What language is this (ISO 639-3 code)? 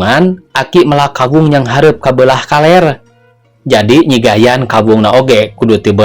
sun